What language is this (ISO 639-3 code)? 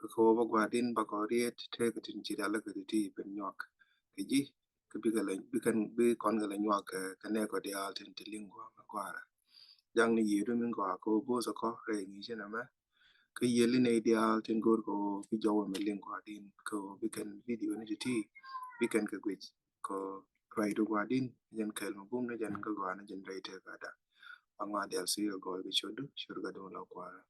nus